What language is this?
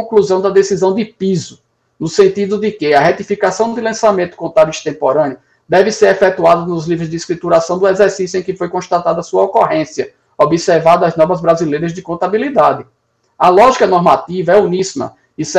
Portuguese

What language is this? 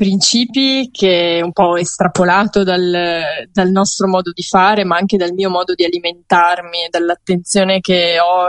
Italian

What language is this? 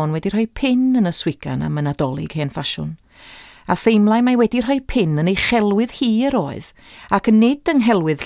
Welsh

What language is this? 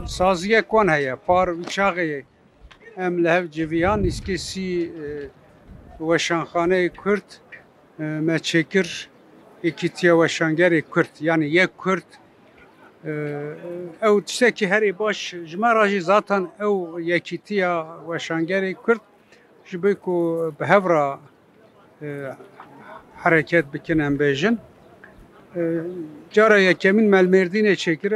Kurdish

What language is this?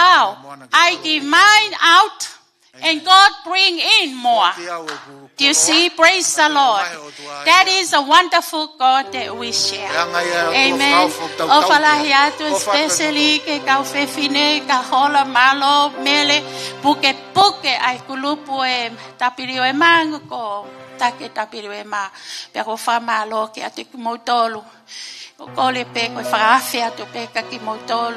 Tongan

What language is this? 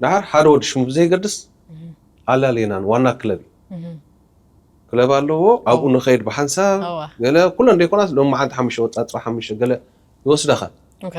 Tigrinya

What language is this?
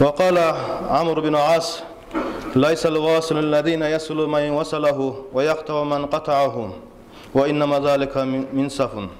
Kumyk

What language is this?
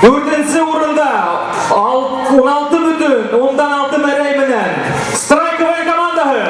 Bashkir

